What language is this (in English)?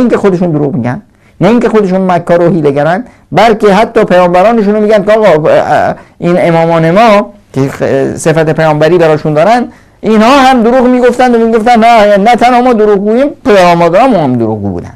Persian